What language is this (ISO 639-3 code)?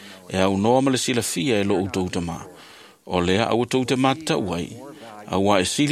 smo